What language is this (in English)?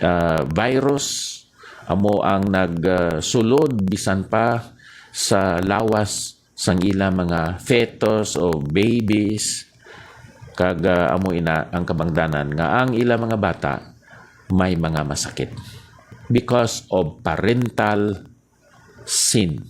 Hiligaynon